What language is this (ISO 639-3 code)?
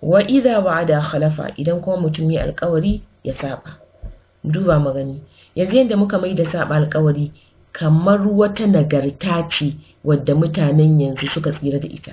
hau